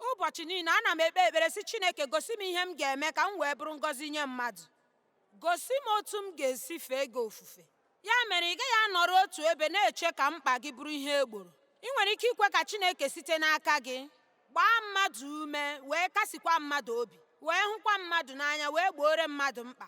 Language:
Igbo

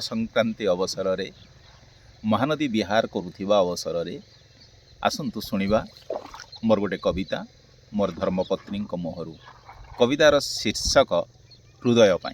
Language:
Odia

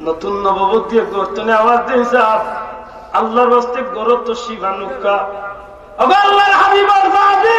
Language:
Sylheti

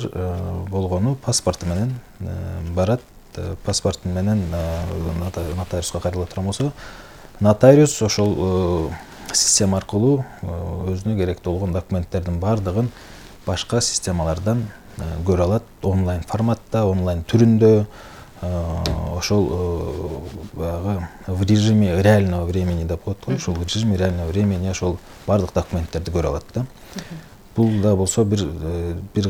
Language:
Kyrgyz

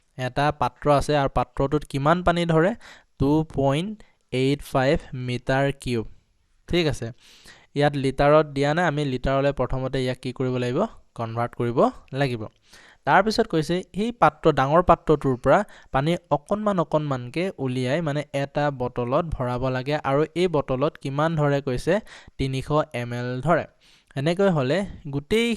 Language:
Assamese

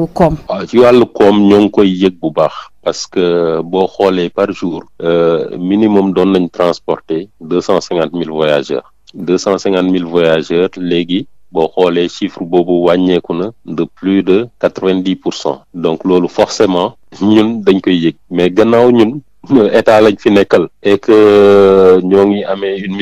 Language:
Wolof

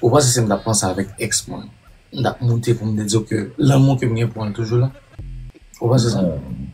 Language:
Haitian Creole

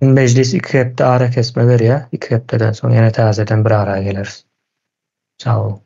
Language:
Turkmen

